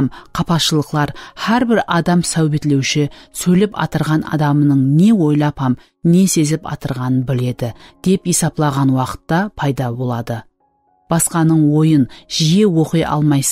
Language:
Kara-Kalpak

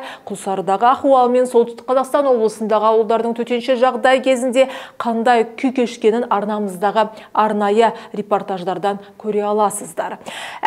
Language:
Kazakh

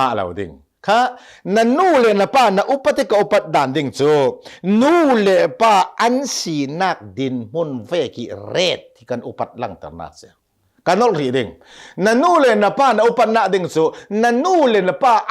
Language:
Hakha Chin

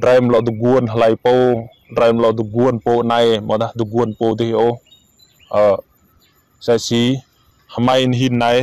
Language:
Rade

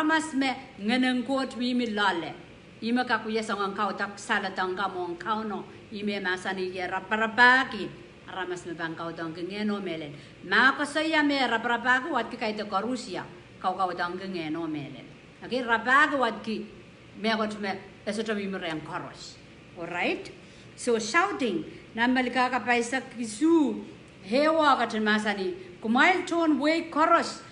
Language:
Pohnpeian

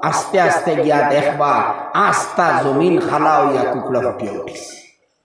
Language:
Sylheti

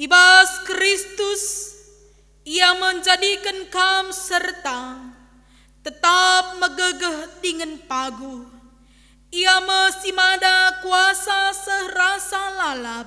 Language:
Batak Karo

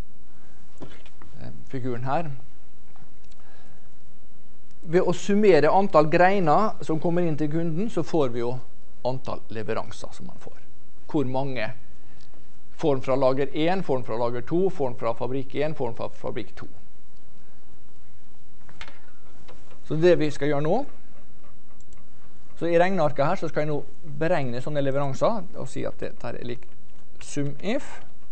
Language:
Norwegian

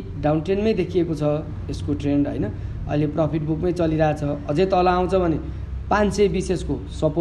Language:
Nepali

